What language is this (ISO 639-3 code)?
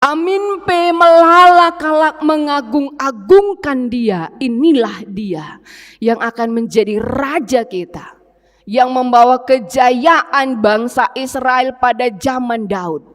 btx